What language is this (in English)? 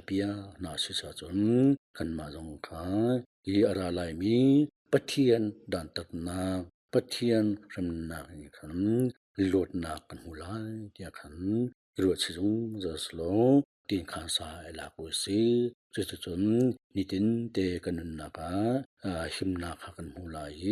Hakha Chin